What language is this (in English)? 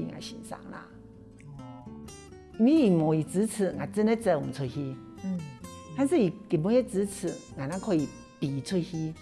Hakka Chinese